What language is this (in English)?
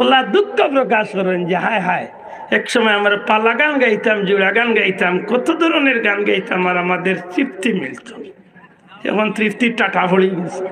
Sylheti